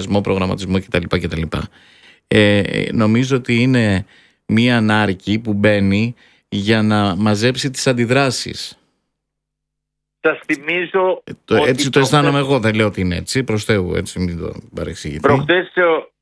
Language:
Greek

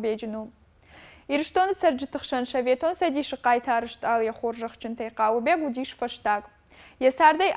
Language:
Ossetic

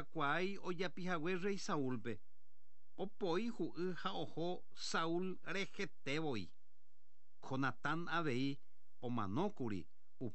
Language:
Guarani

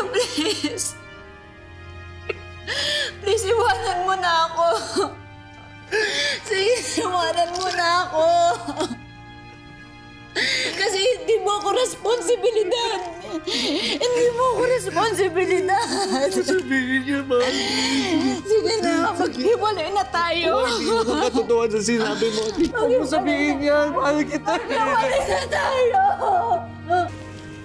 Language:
Filipino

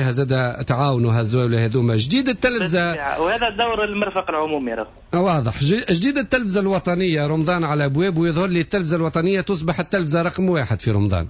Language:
Tunisian Arabic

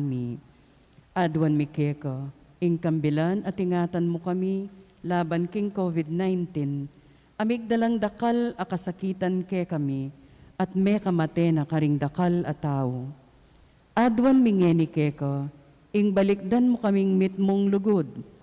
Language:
Pampanga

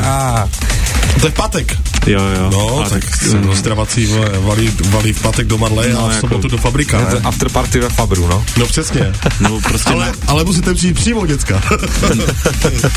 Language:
Czech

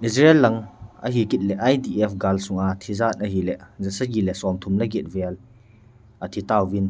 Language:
Thado Chin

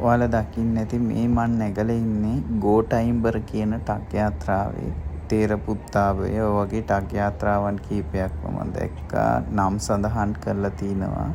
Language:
Sinhala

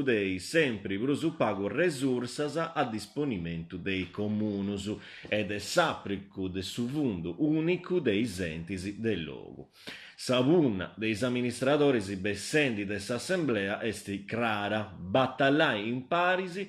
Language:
Sardinian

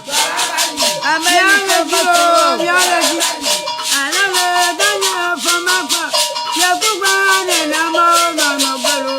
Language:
Ewe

